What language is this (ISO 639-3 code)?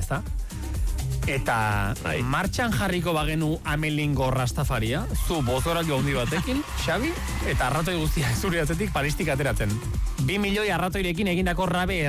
eus